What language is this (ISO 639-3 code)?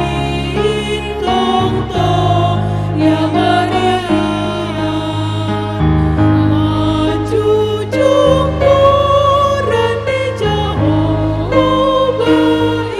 bts